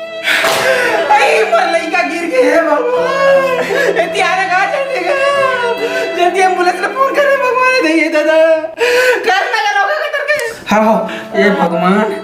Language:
Chhattisgarhi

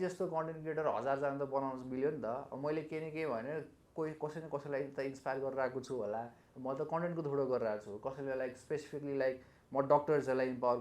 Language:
Nepali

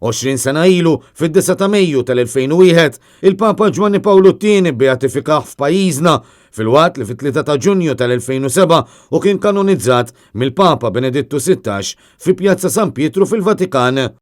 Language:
Maltese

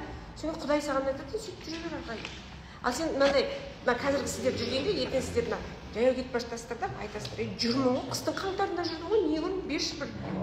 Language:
Kazakh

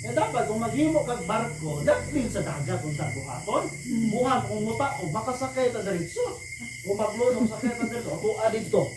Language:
Cebuano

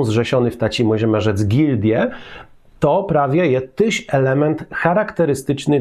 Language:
Kashubian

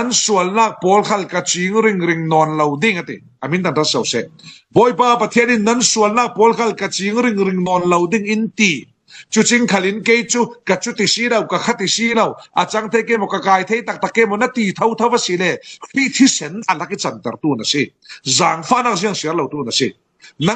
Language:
Falam Chin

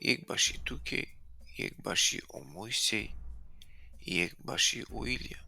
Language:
Balkan Romani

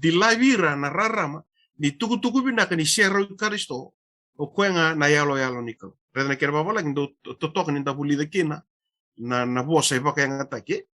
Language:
Fijian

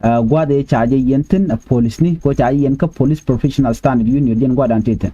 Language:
Nuer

